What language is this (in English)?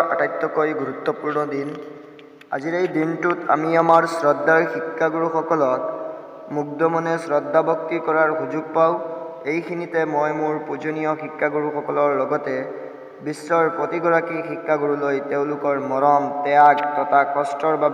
Assamese